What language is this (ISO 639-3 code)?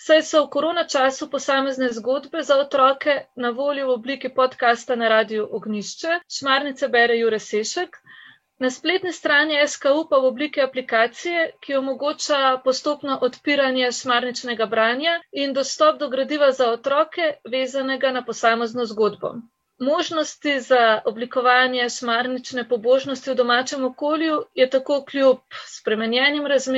slv